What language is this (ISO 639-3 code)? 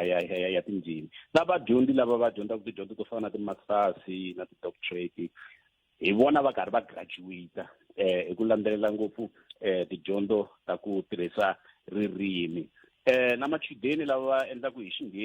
tso